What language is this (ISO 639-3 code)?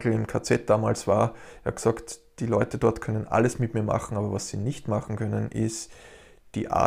deu